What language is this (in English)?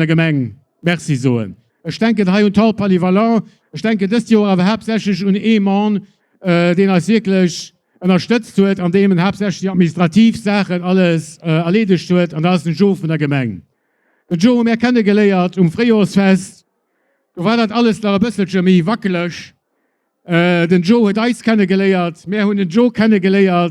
Luxembourgish